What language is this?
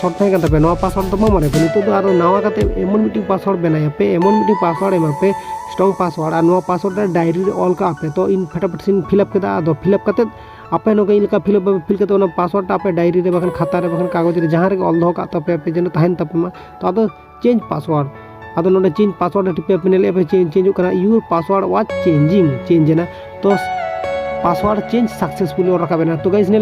Santali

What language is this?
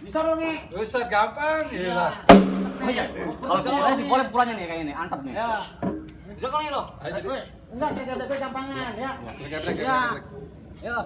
Betawi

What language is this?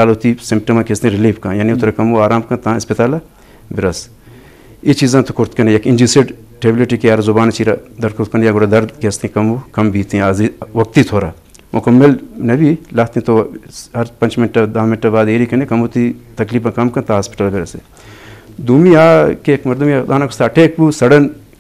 Eastern Balochi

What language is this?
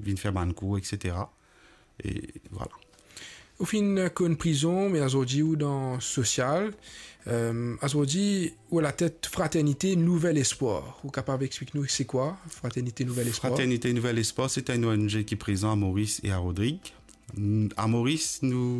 Morisyen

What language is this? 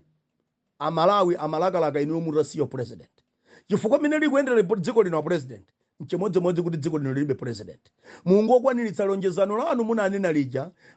Nyanja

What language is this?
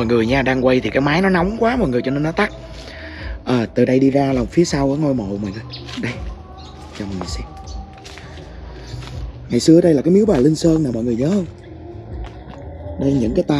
Vietnamese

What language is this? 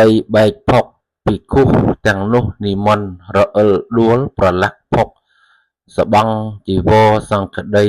Khmer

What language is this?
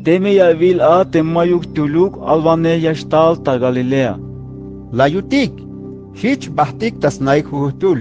Tzeltal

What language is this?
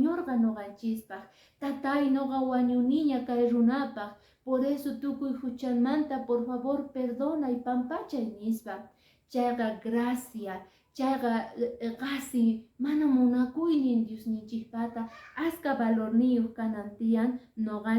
Quechua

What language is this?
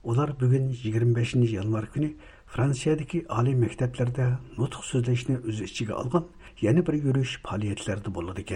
Uyghur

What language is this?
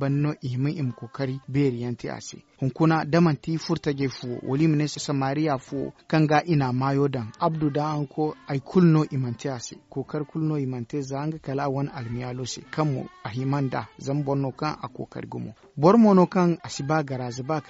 Zarma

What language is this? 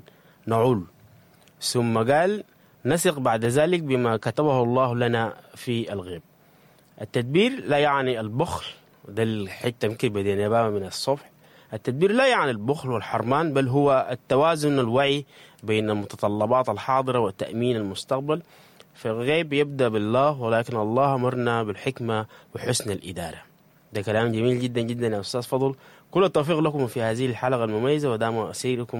Sudanese Arabic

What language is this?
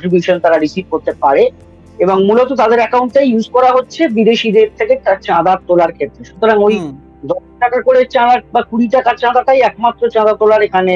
Bangla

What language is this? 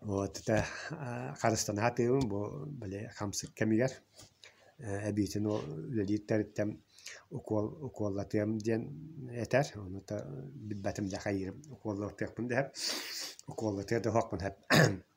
Yakut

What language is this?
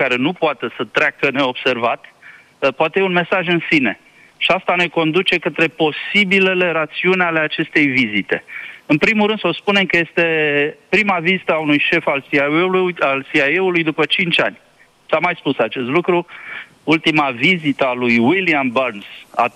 Romanian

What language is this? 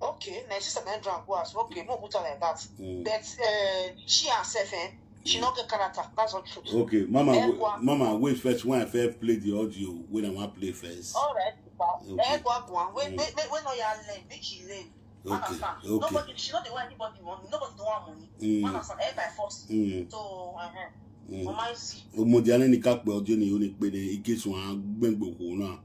Nigerian Pidgin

